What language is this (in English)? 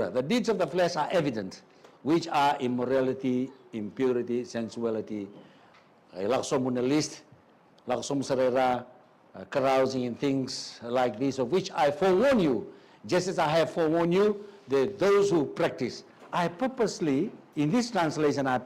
Fijian